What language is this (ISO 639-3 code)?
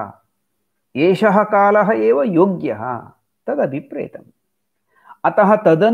san